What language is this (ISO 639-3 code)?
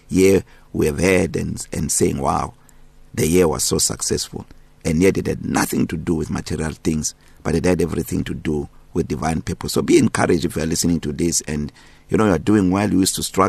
eng